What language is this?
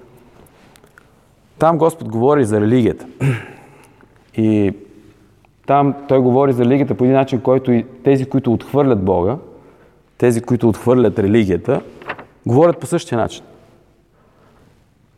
Bulgarian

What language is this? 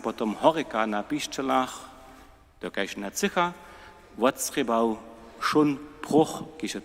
Upper Sorbian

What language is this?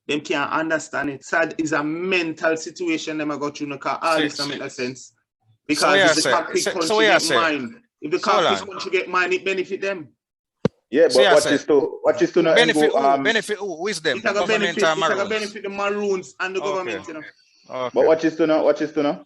Jamaican Creole English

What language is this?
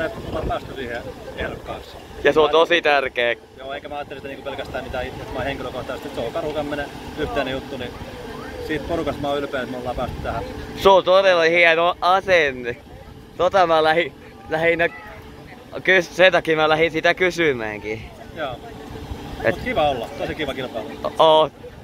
Finnish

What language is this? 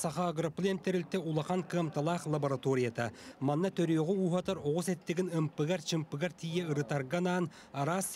Yakut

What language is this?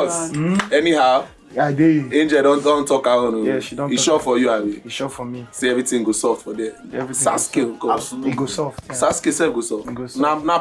Nigerian Pidgin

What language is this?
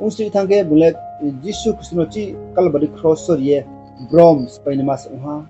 Riang (India)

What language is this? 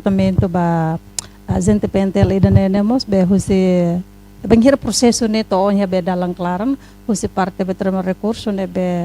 Tetum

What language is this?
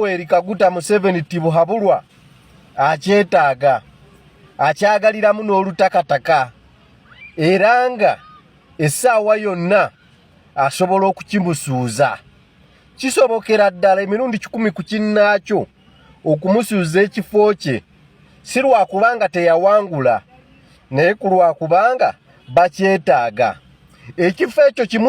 Ganda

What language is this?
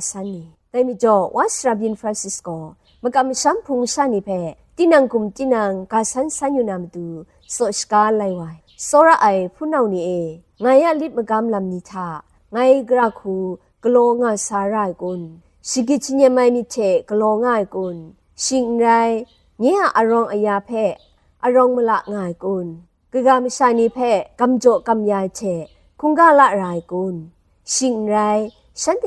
Kachin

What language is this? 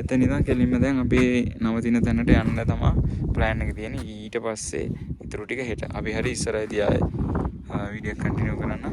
Sinhala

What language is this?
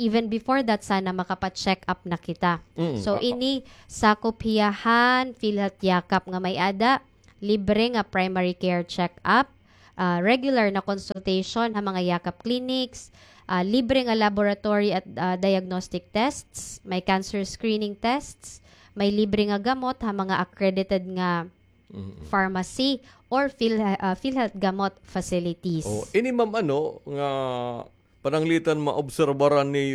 Waray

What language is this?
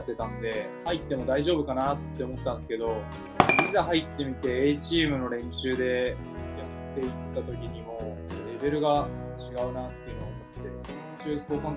Japanese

